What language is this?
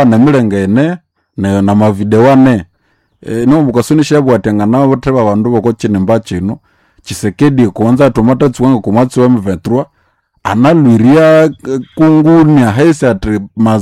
Nande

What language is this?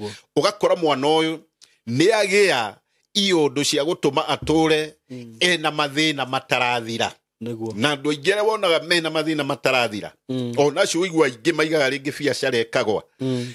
Kikuyu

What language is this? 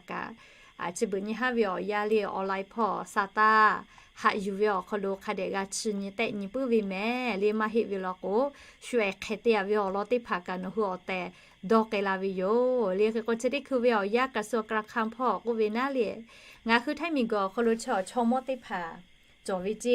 Lahu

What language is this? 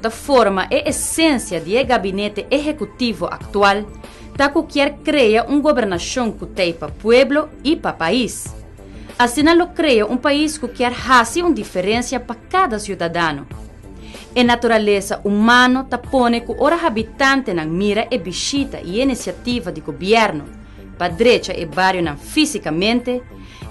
Papiamento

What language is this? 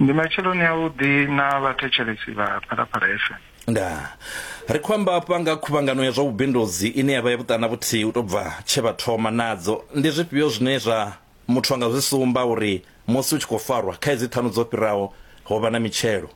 Venda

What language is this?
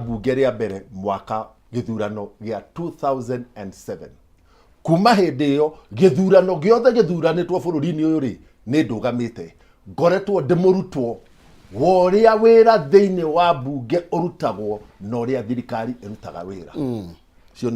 Kikuyu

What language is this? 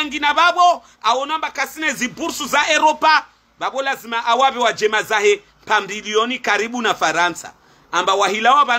Swahili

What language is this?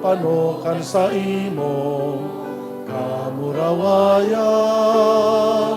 Bikol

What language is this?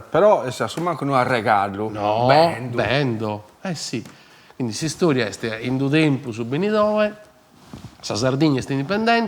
Sardinian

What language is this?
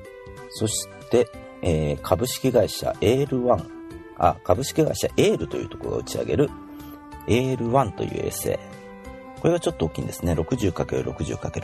Japanese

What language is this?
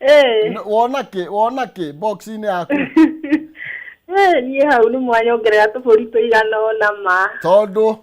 Kikuyu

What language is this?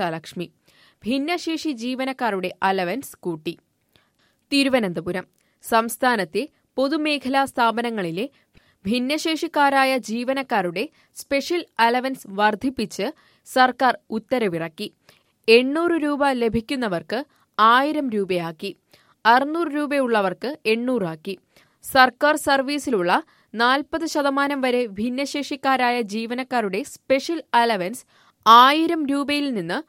Malayalam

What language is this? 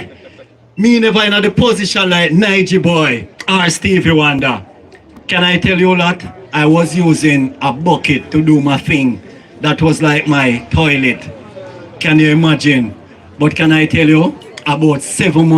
Jamaican Creole English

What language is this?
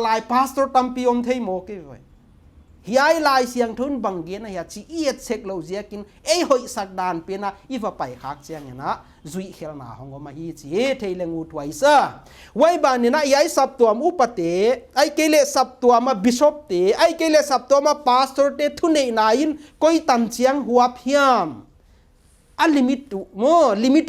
Paite Chin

